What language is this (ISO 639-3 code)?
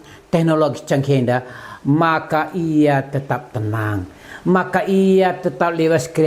btx